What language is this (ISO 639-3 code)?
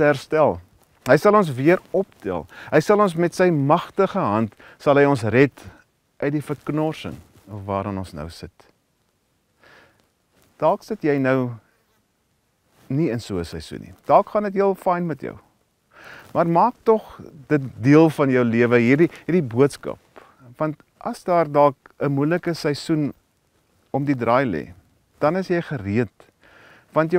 afr